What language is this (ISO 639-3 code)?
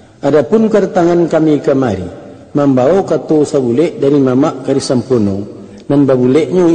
min